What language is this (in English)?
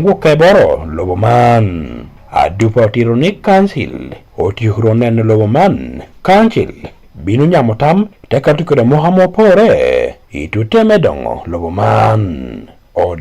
Acoli